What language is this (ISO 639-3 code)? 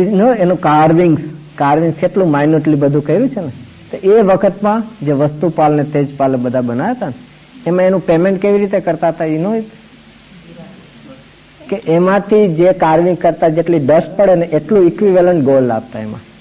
guj